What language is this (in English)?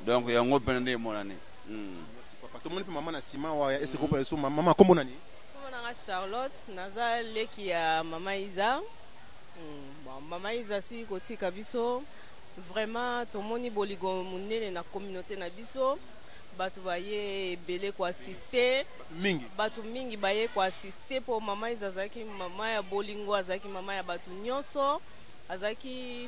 Lingala